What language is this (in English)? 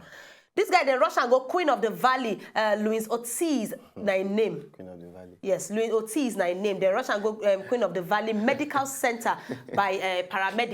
Nigerian Pidgin